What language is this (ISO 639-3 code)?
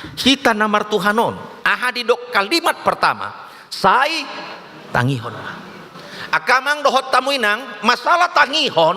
bbc